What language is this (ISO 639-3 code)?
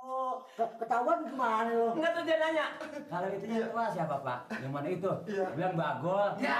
bew